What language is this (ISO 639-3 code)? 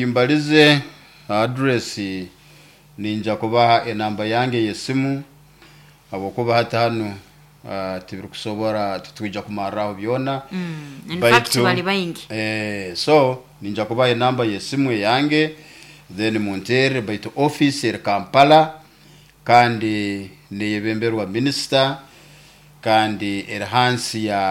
nyo